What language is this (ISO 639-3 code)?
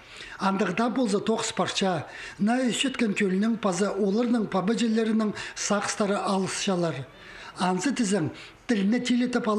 kjh